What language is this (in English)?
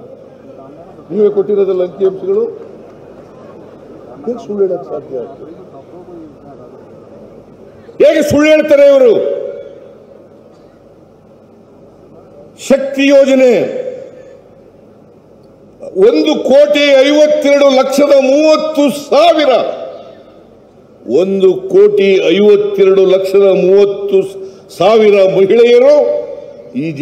Kannada